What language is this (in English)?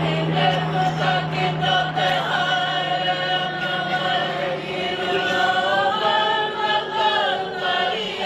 Māori